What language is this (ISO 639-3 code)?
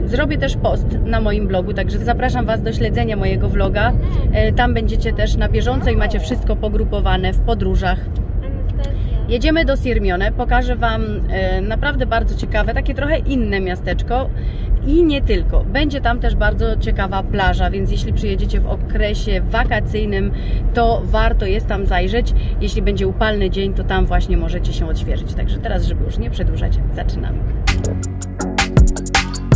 pol